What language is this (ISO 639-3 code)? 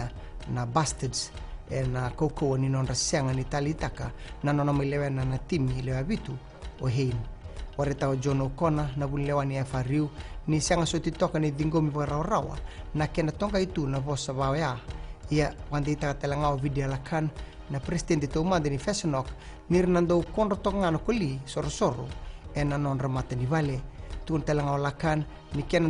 fij